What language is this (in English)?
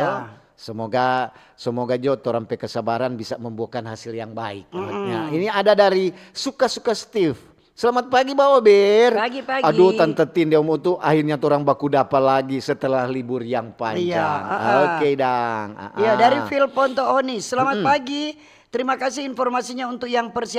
Manado Malay